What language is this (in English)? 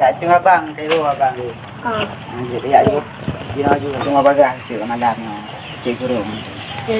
Achinese